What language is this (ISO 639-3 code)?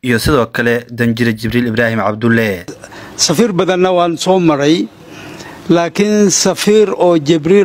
som